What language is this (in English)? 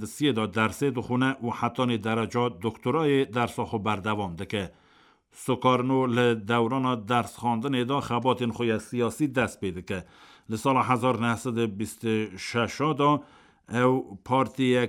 Kurdish